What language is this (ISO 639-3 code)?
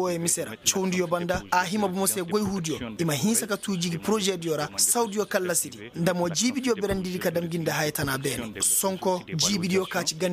ses